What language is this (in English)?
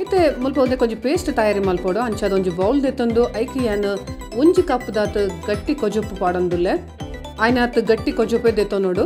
Tulu